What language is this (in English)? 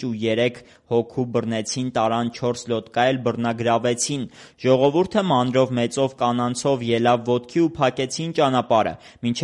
Armenian